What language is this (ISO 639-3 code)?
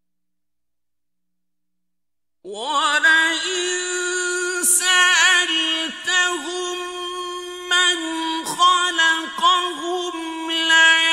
ara